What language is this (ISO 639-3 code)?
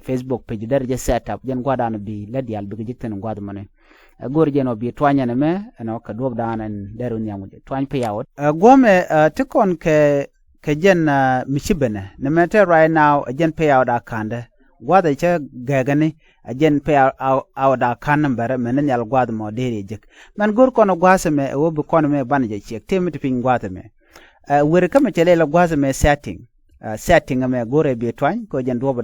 nus